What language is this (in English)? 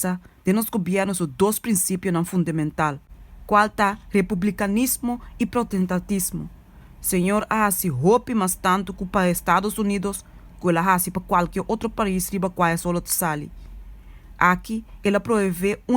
Papiamento